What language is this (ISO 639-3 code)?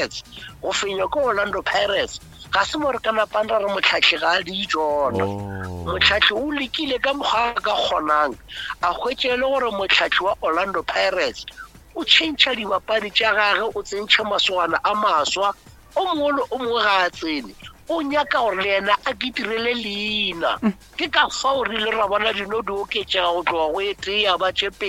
nso